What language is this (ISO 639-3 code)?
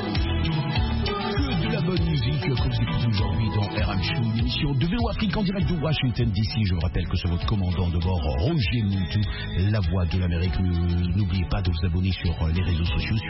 fra